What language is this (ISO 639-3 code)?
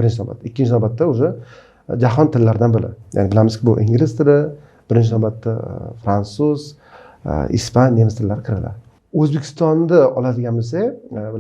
uzb